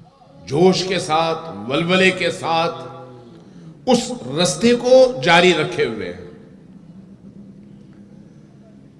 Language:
Urdu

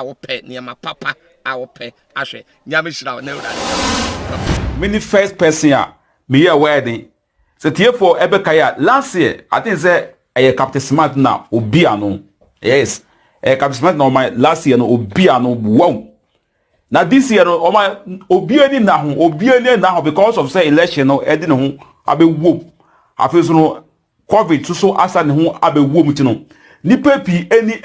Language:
Akan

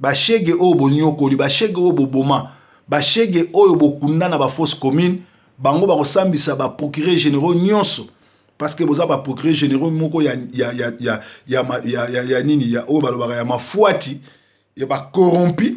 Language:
Lingala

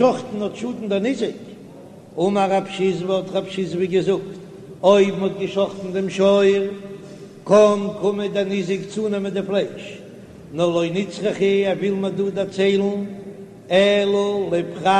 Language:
Yiddish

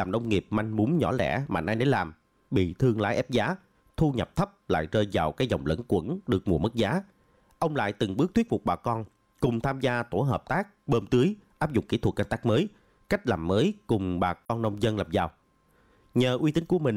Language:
Vietnamese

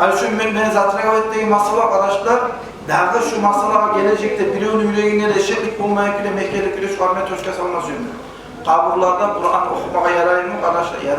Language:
Kumyk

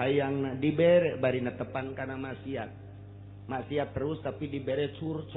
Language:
Sundanese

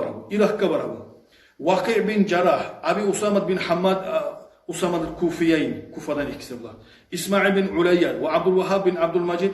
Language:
Kumyk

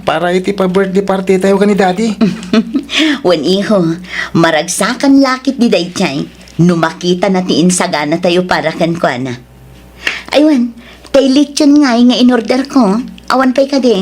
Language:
Iloko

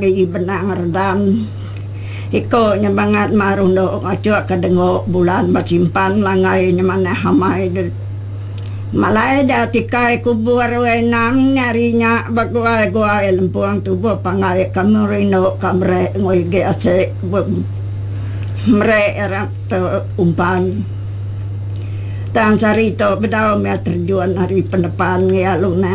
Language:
Iban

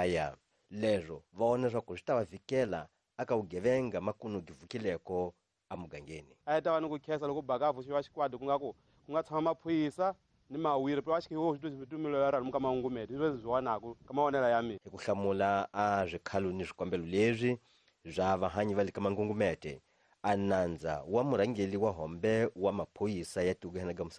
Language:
Tsonga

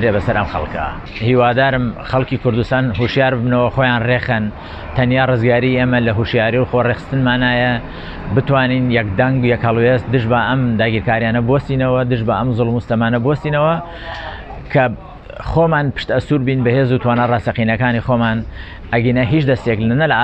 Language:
Central Kurdish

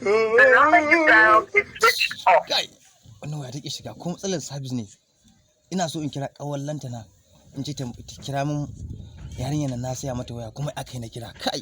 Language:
Hausa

